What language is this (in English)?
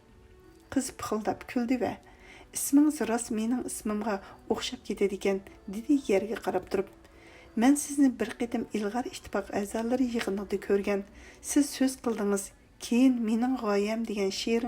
Uyghur